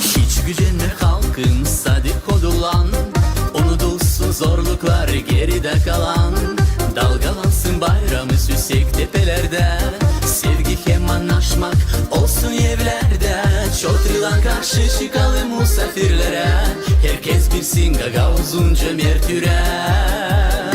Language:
Gagauz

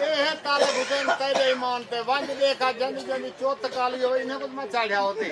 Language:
Saraiki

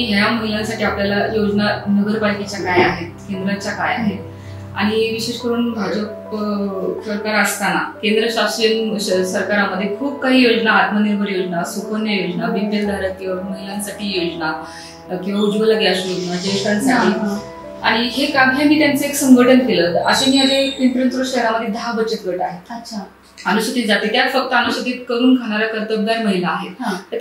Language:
Marathi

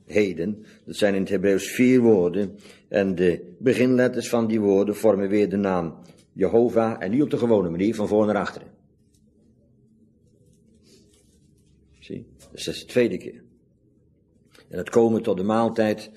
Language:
Dutch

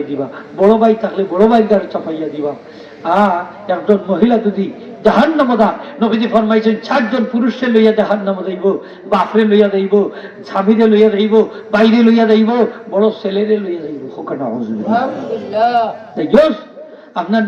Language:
Sylheti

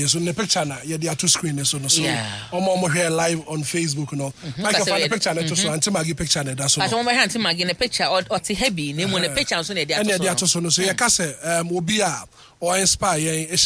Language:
Akan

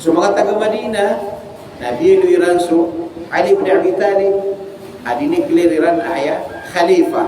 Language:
Maranao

